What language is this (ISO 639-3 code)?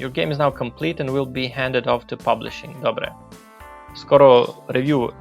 rue